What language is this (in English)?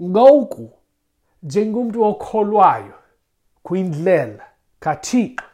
Xhosa